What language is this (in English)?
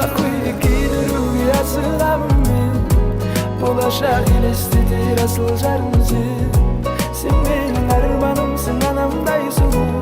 Kara-Kalpak